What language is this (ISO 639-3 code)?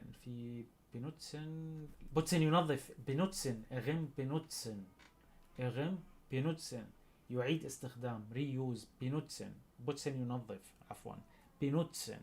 apc